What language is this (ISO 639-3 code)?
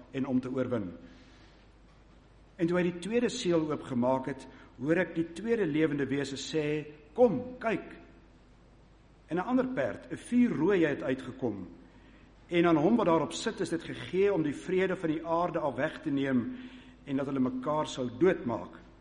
afr